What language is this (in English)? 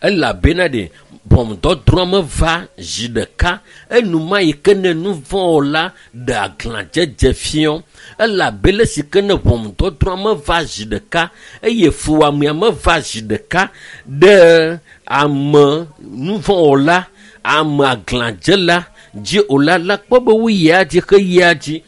Ewe